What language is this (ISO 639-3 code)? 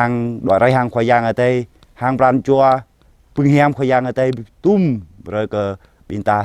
jra